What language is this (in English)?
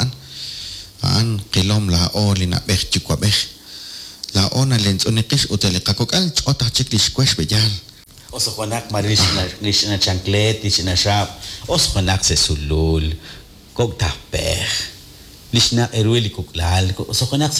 Kekchí